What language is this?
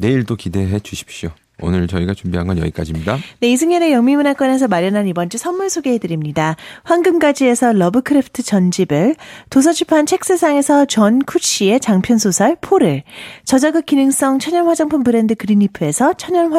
Korean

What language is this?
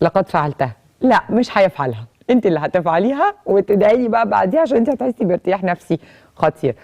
Egyptian Arabic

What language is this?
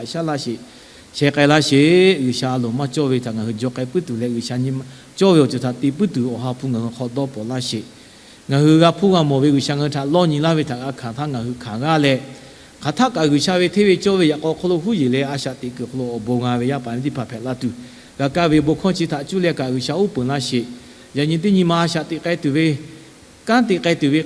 Lahu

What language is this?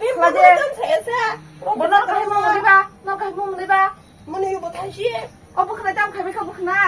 Kok Borok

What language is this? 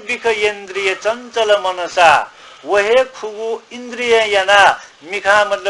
Newari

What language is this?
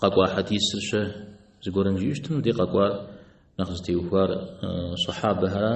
Kabardian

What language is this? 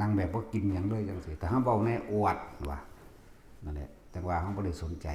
Northeastern Thai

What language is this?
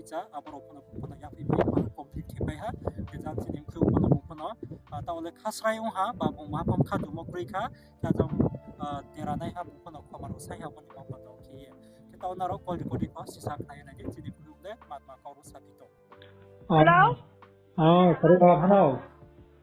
Riang (India)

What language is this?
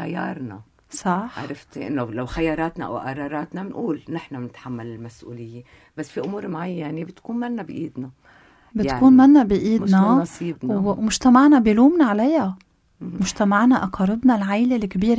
North Levantine Arabic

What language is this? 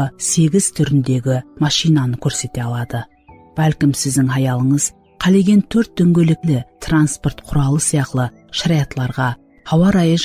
Kara-Kalpak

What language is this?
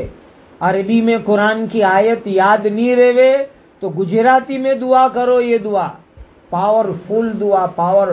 Urdu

